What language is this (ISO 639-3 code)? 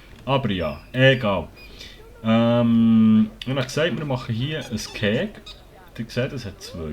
gsw